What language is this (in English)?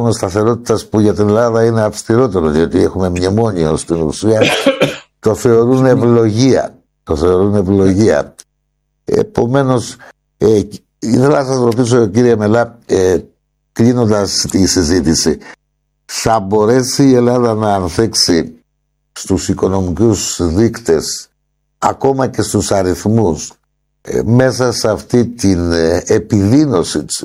Greek